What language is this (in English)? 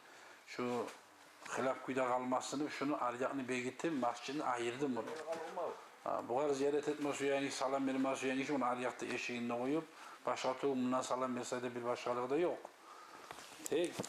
Kumyk